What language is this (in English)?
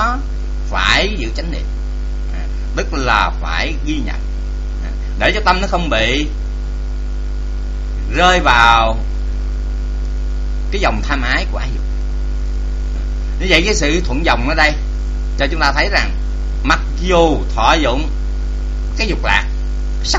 Vietnamese